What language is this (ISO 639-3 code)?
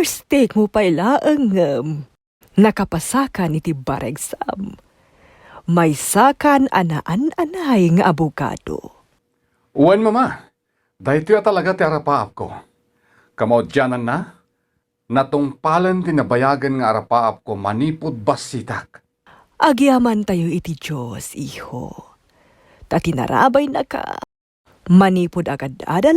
ilo